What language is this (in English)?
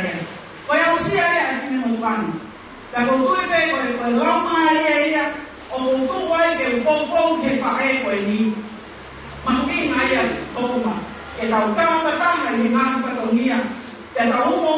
Tongan